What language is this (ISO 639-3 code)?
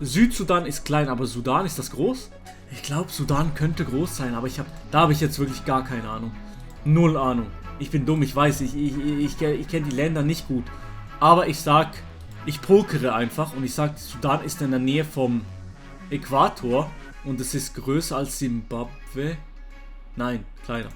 gsw